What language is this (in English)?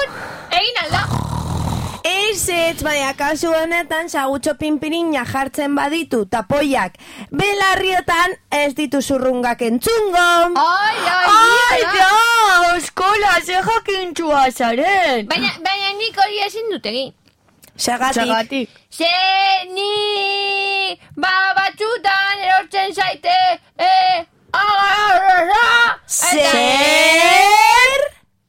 Basque